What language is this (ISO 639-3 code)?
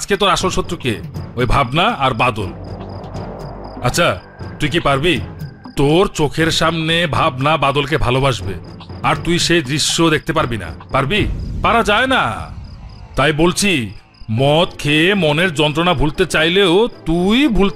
ben